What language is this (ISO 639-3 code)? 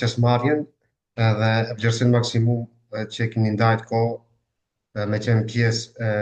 sqi